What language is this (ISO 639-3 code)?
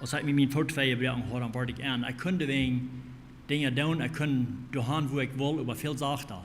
pdt